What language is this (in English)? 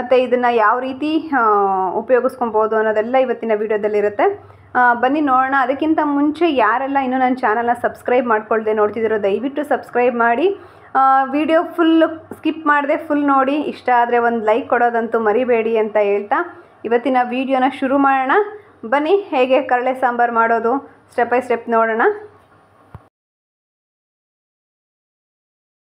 Kannada